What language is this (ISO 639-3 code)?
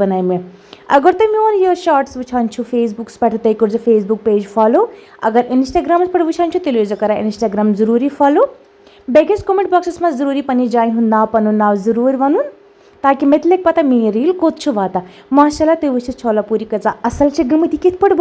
kas